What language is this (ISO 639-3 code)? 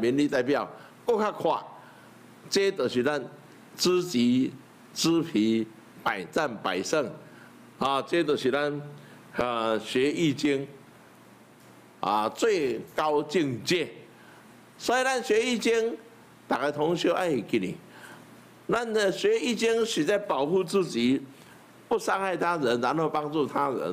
nan